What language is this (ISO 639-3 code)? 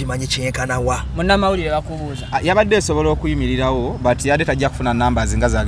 lug